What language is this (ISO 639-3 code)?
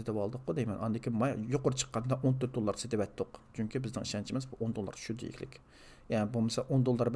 uig